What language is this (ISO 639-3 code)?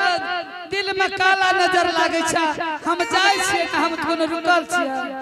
anp